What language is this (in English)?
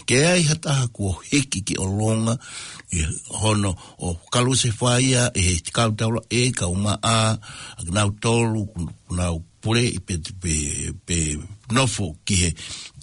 Tongan